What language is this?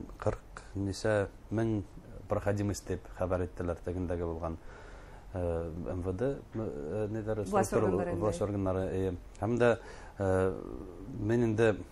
Bashkir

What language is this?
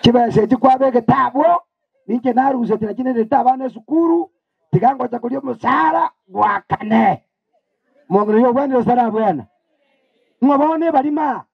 Gusii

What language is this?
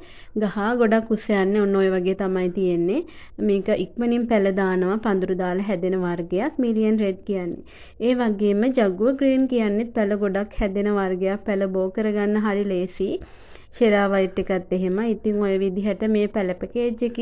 Sinhala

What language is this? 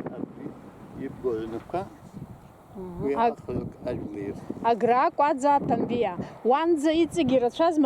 Abkhazian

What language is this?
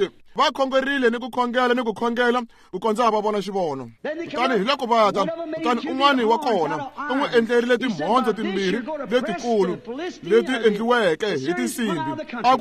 Tsonga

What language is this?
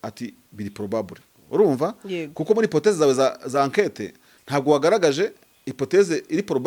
Kinyarwanda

